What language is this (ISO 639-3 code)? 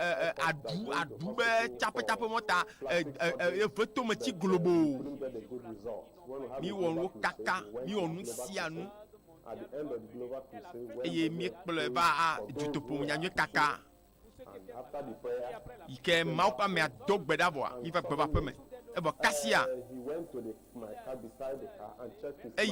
ewe